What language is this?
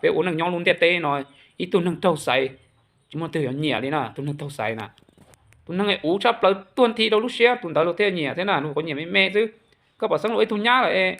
Hmong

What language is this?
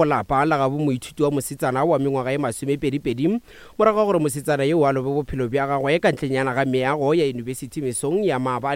Northern Sotho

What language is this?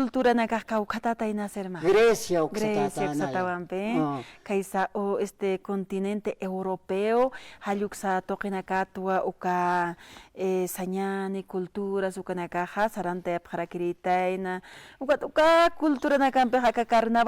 Aymara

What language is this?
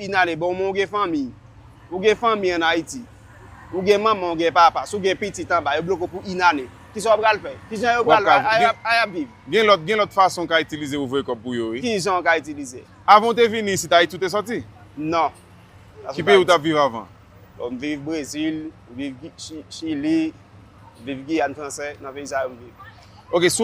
Haitian Creole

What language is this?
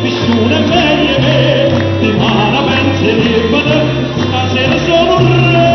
Neapolitan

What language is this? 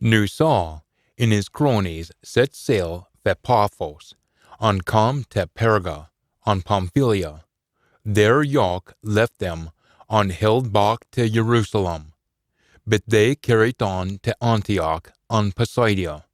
Scots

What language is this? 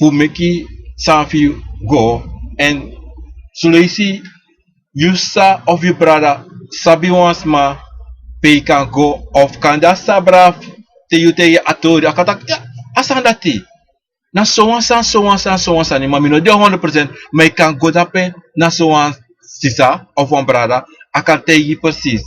Sranan Tongo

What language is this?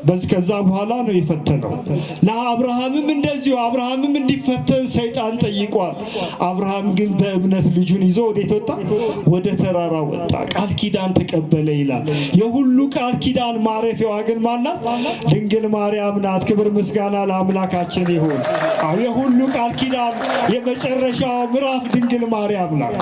Amharic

